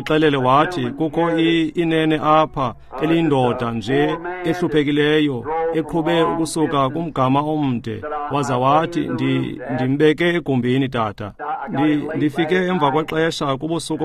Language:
Xhosa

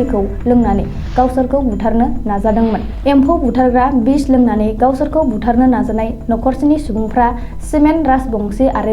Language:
Bodo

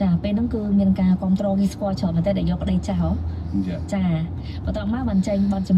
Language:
Khmer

